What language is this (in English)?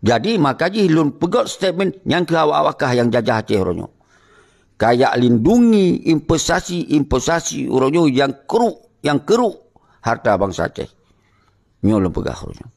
Achinese